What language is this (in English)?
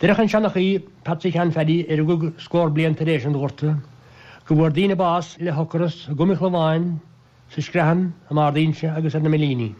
Irish